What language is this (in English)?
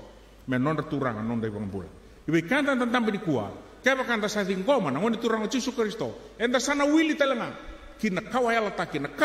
Fijian